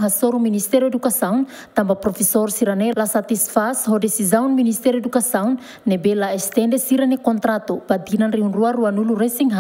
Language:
Tetum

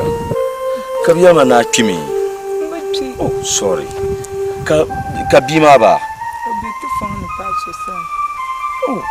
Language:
Dagbani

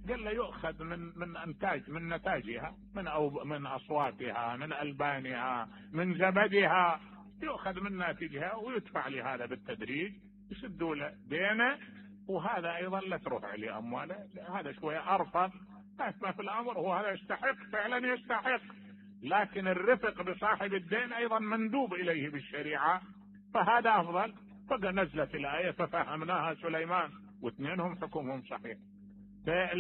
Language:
Mesopotamian Arabic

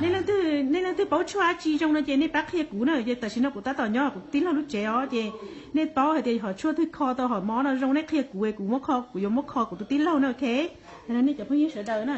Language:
Hmong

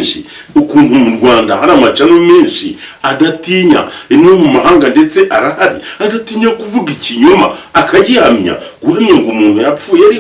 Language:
Kinyarwanda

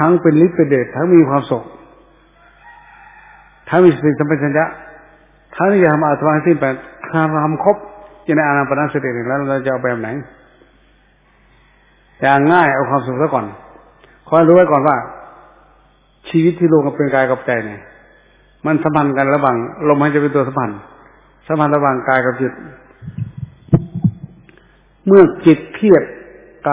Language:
Thai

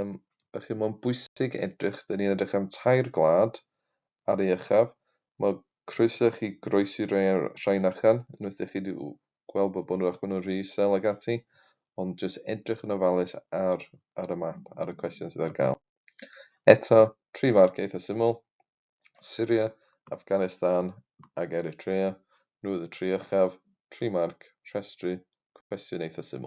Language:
Welsh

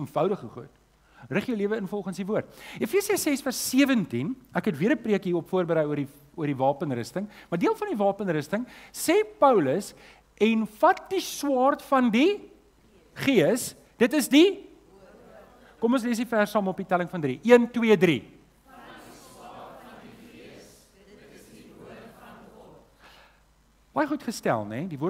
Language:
Afrikaans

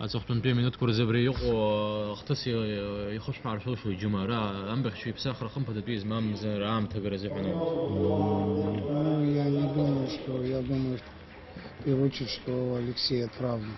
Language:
Abkhazian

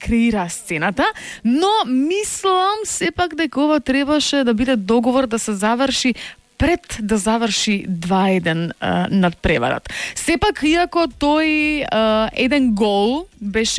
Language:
Macedonian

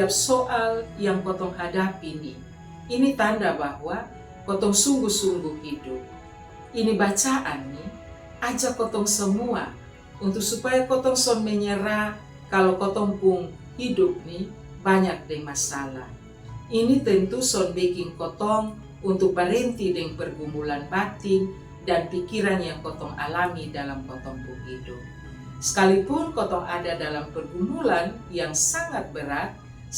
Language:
Kupang Malay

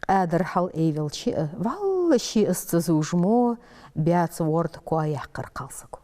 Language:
Ingush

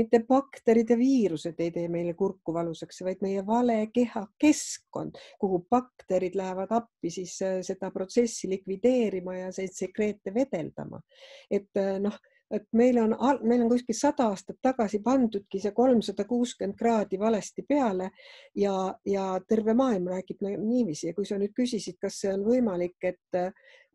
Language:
Estonian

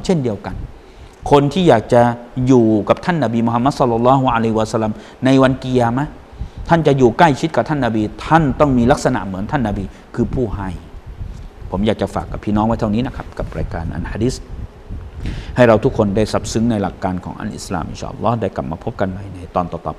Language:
Thai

